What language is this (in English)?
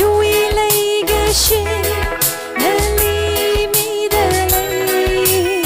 Tangkhul Naga (India)